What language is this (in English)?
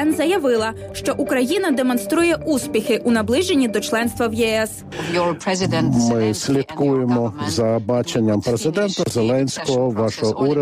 Ukrainian